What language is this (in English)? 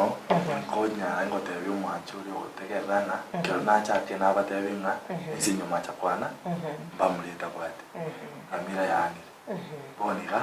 Gusii